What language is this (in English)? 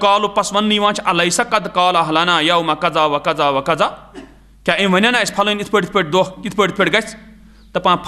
Kashmiri